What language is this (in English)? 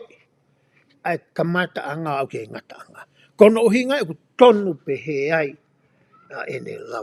Tongan